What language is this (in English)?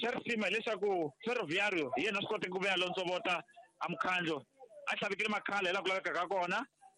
Tsonga